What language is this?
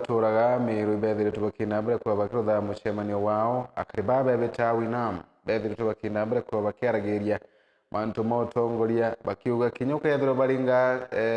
Meru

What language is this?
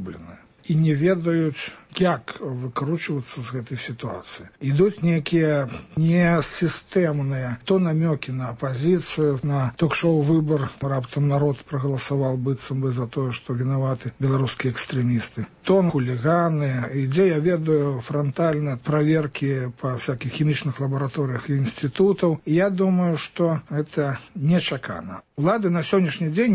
Belarusian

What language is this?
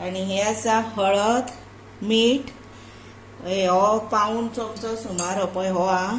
Konkani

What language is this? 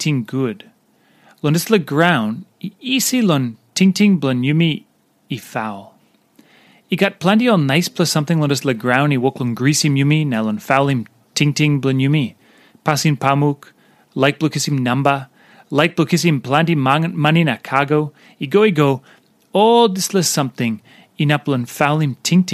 Tok Pisin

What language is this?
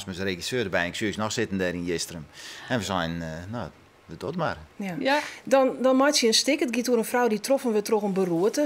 Western Frisian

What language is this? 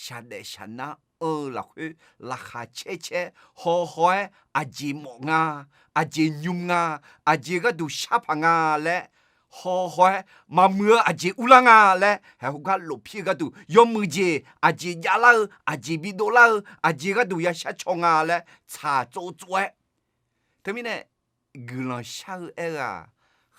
Akha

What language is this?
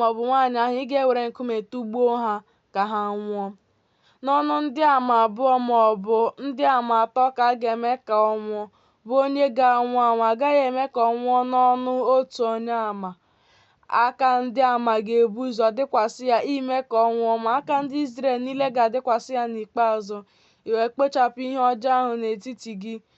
Igbo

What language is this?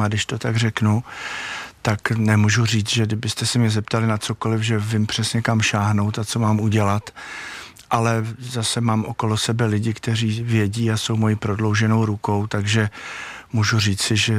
Czech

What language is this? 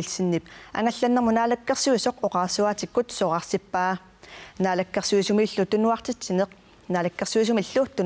Kalaallisut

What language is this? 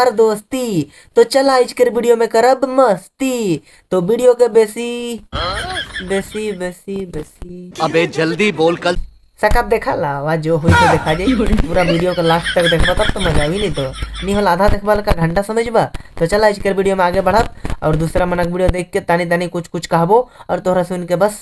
Sadri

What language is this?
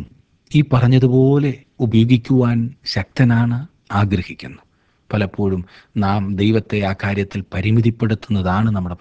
Malayalam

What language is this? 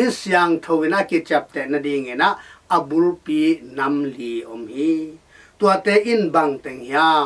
Tedim Chin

